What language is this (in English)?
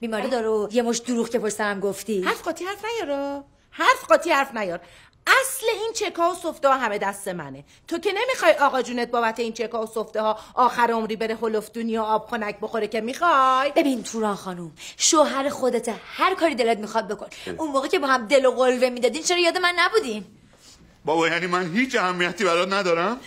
Persian